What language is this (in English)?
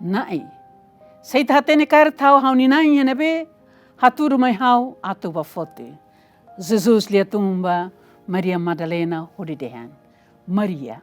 Tetum